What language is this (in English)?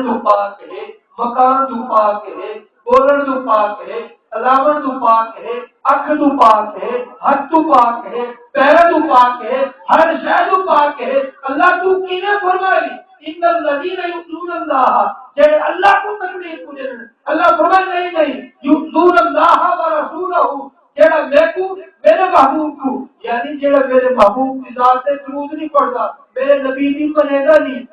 Saraiki